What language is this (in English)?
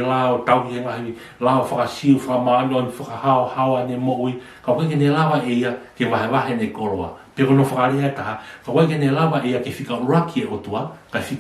Tongan